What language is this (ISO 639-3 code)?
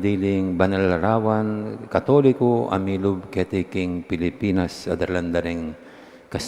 pam